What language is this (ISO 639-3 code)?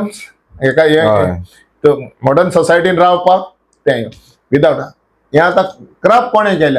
kok